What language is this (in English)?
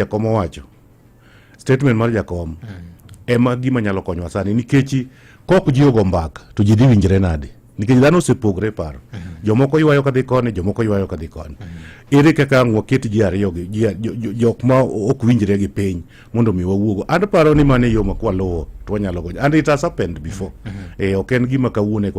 Luo (Kenya and Tanzania)